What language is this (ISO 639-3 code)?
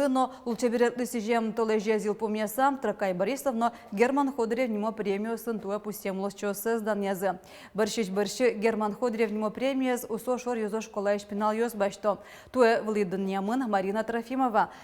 udm